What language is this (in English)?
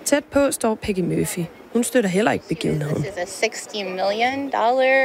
Danish